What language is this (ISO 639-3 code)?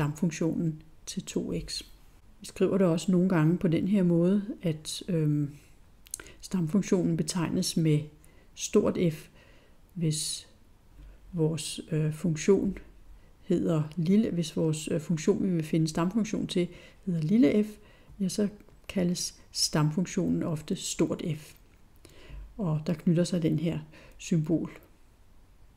dan